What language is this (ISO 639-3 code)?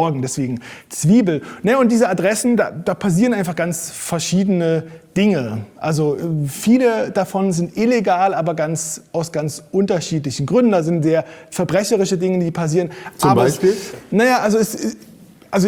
deu